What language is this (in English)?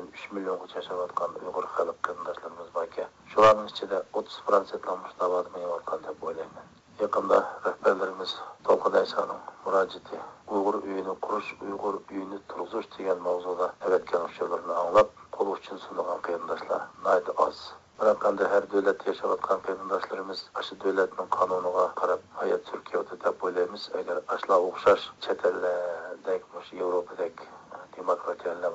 Uyghur